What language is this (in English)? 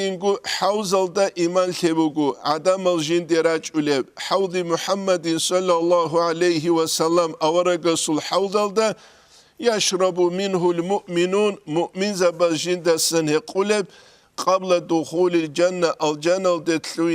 Avaric